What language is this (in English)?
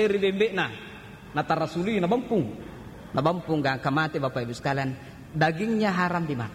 Buginese